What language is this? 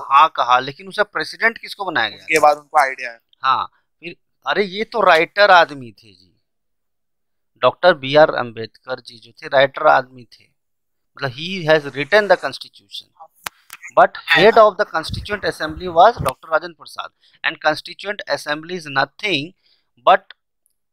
Hindi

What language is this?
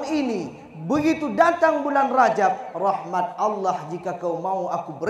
Achinese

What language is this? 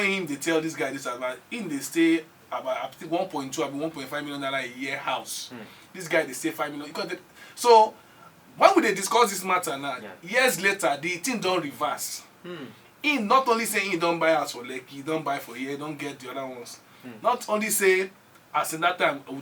Nigerian Pidgin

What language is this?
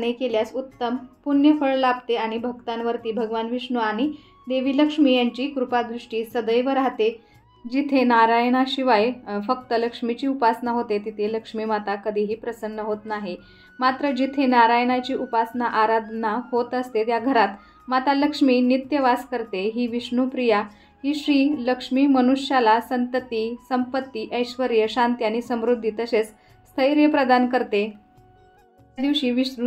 Marathi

